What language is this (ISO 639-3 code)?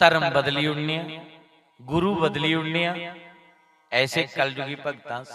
doi